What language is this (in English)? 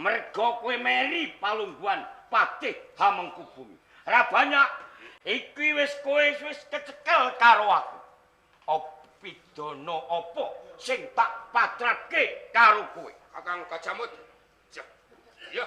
Javanese